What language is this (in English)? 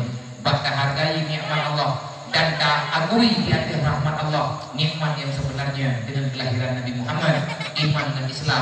Achinese